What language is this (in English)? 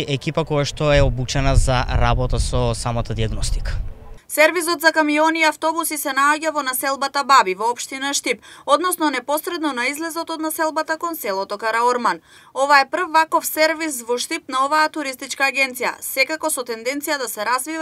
Macedonian